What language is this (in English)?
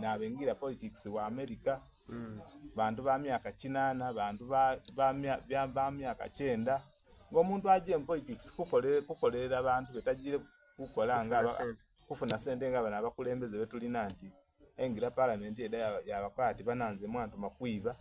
Soga